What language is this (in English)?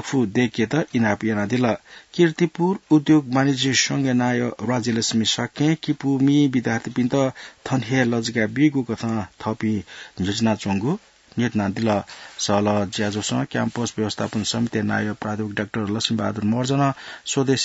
Newari